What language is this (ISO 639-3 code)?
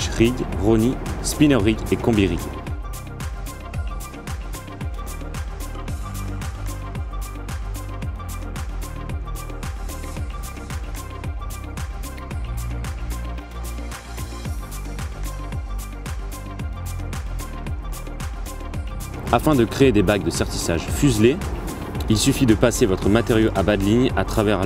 fra